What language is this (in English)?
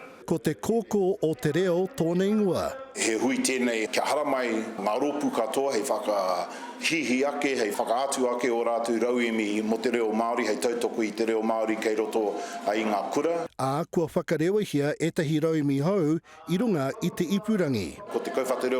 Māori